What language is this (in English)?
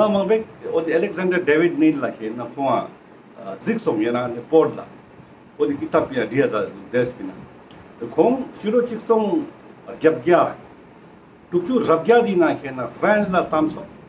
Ladakhi